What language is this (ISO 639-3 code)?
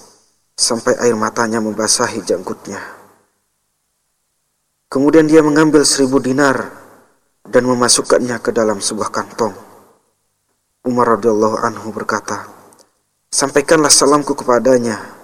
ind